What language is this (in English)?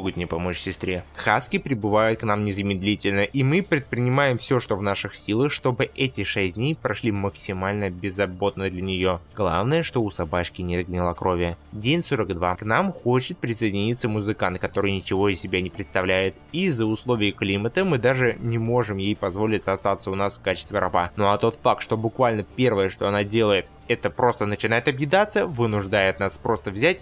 Russian